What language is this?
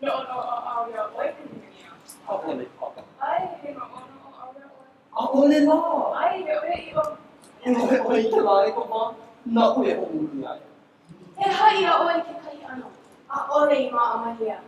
Hawaiian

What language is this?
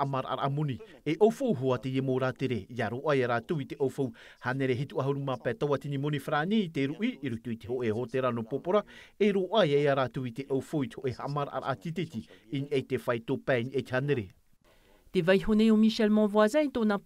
Tahitian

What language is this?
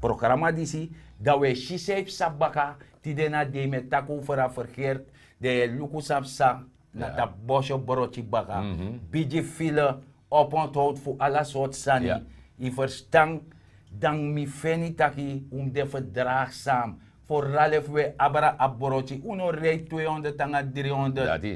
Sranan Tongo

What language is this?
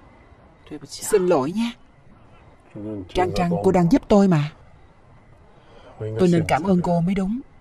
Vietnamese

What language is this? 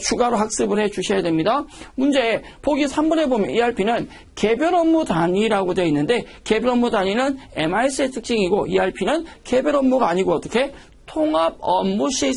Korean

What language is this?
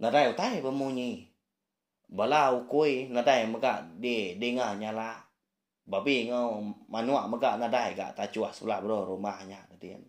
Iban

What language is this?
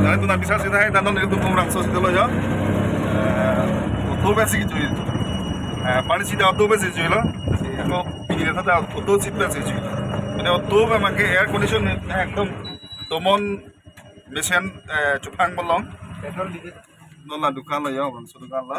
Karbi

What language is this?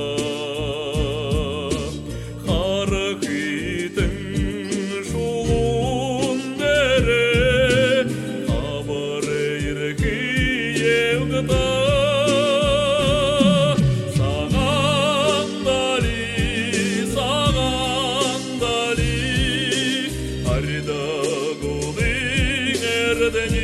Buriat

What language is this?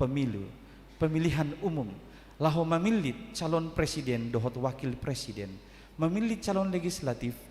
Batak Toba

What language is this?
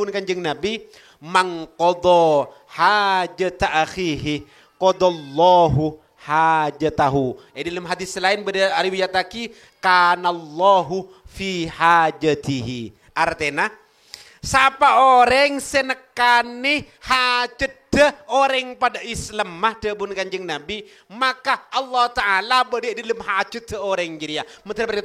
Madurese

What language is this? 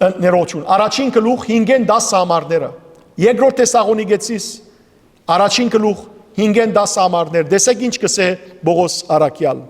Western Armenian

